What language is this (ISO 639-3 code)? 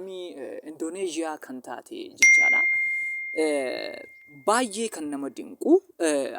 orm